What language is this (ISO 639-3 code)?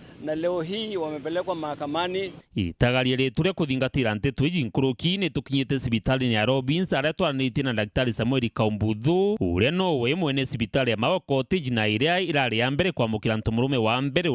mer